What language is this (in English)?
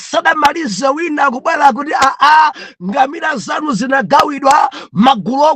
Nyanja